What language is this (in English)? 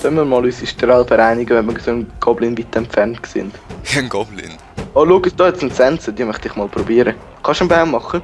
Swiss German